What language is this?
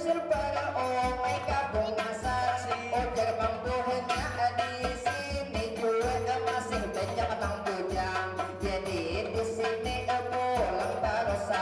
Banjar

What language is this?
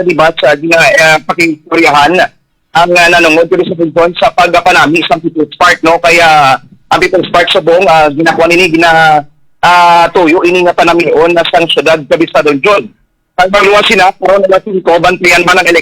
Hiligaynon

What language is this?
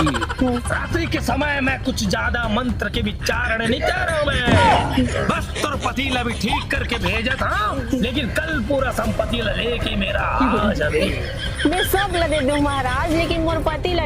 Chhattisgarhi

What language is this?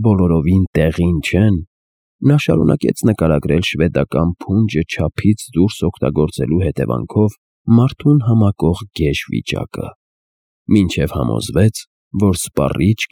Armenian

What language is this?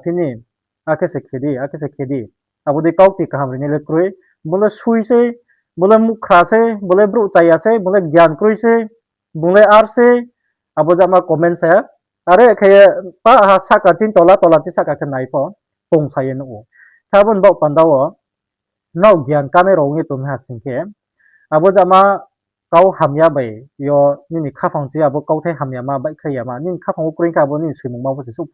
Riang (India)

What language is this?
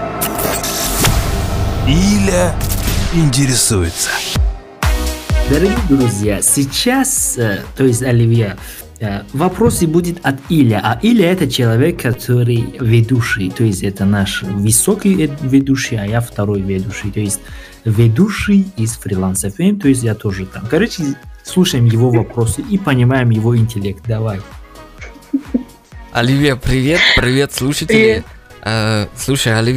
Russian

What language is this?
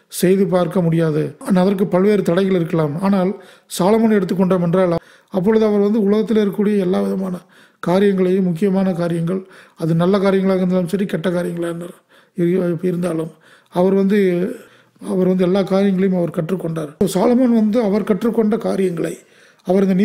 Tamil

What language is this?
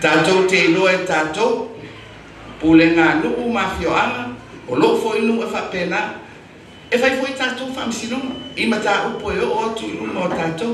Samoan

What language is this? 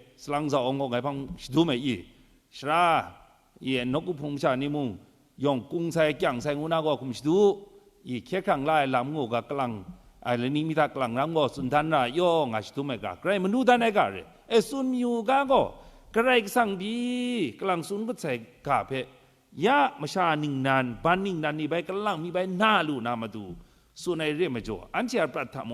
Kachin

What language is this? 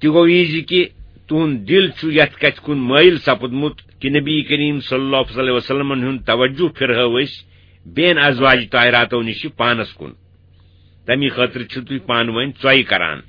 Kashmiri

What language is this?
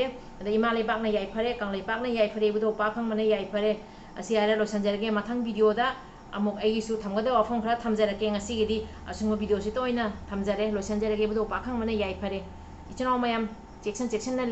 Manipuri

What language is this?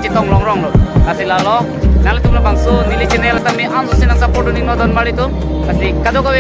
Karbi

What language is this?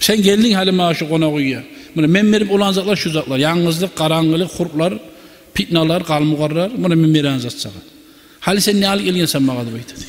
Kumyk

